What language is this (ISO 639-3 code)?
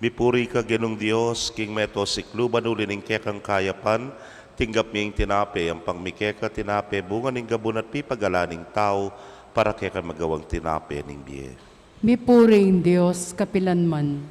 pam